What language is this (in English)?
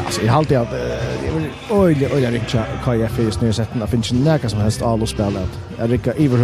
Faroese